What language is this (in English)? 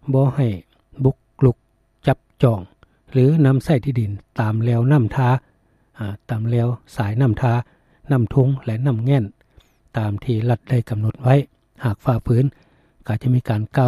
Lao